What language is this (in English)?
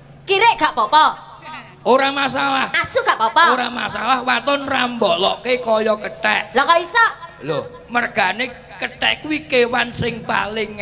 Javanese